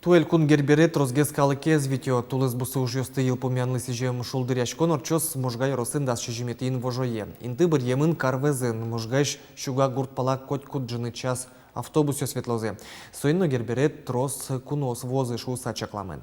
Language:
Udmurt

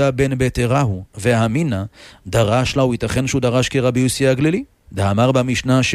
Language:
Hebrew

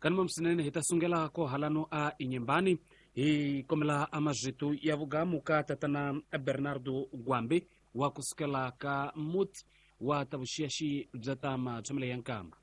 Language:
Tsonga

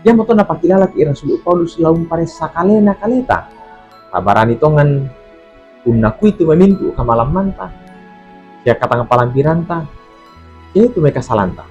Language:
Toraja-Sa'dan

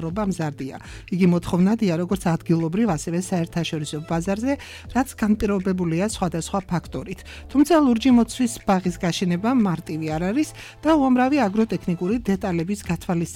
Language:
Georgian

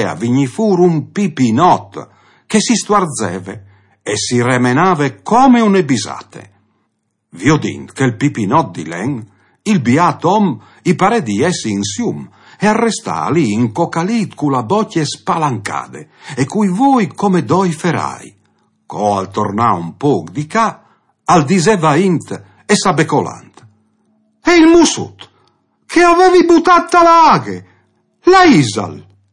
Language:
Friulian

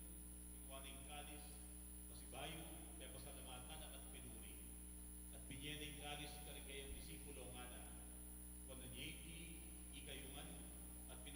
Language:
Pampanga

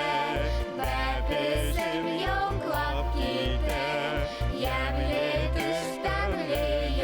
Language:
Bashkir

